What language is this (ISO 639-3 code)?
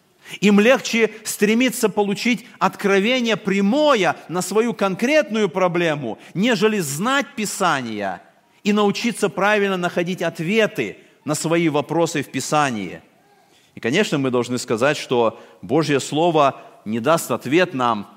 rus